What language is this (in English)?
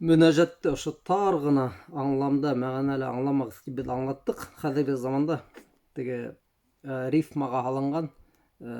Bashkir